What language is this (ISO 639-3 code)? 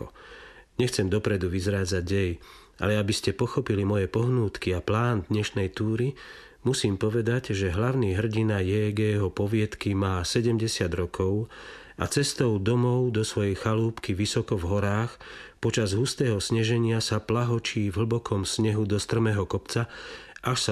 slk